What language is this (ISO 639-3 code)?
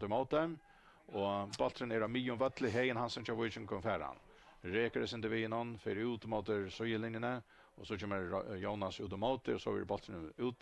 fao